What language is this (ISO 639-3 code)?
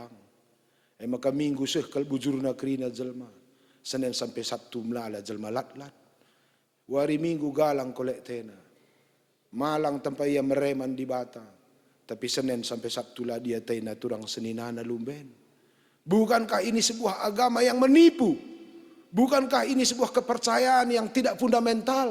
btx